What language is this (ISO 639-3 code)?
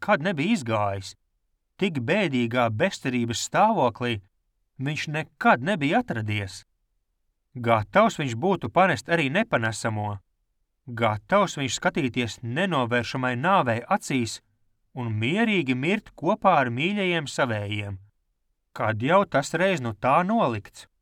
lav